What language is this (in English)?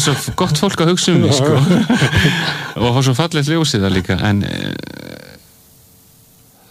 Icelandic